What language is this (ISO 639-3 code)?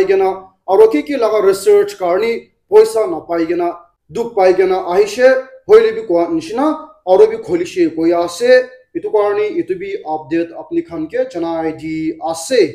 nag